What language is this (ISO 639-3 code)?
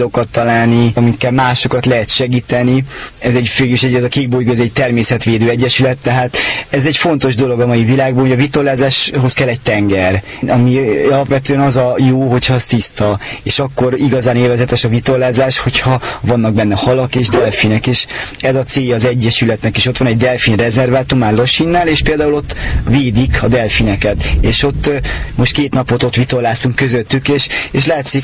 hun